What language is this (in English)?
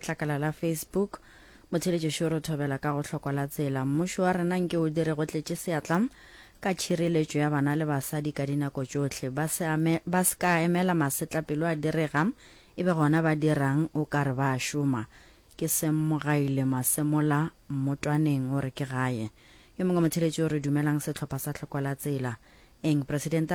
Northern Sotho